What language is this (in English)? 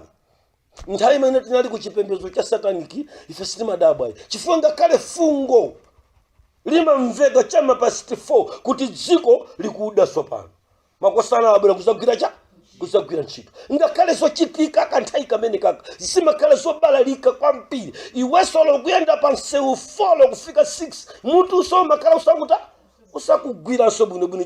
Nyanja